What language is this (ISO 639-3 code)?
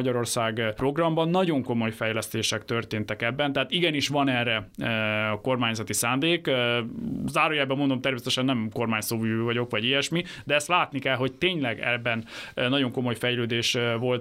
hun